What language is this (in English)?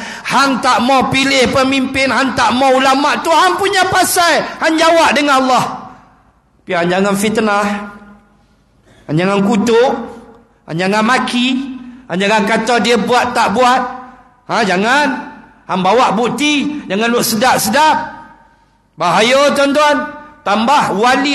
Malay